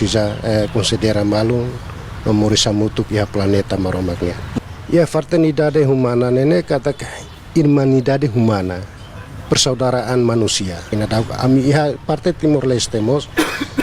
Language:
Tetum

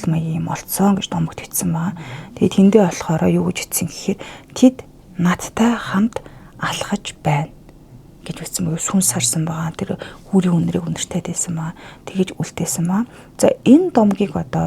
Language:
Mongolian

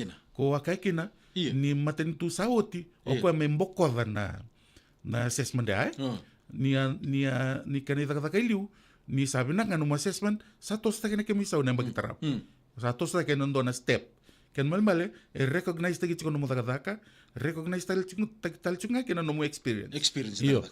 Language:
Fijian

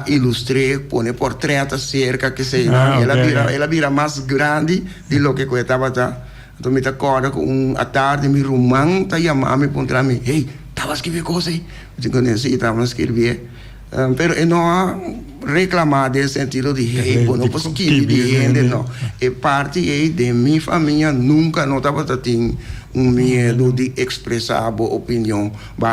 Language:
Papiamento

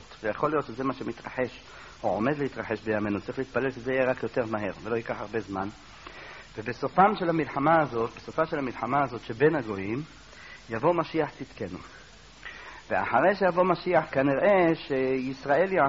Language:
Hebrew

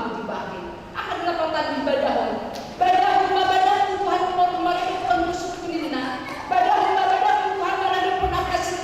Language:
Batak Toba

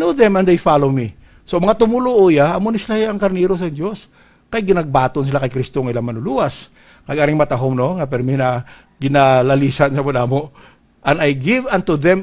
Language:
Hiligaynon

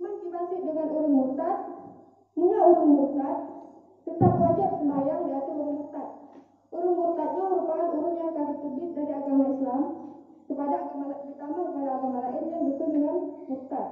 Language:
Achinese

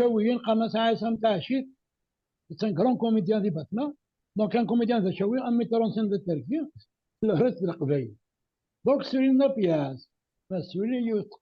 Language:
Kabyle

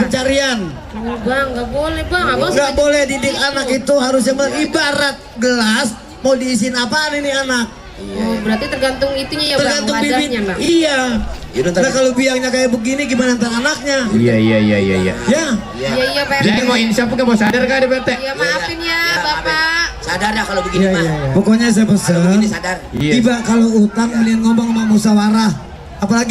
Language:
Betawi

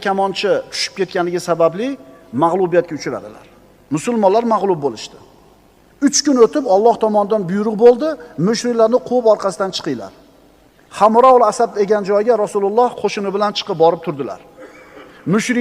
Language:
Uzbek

